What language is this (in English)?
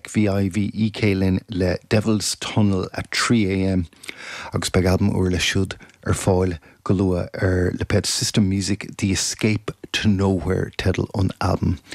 Irish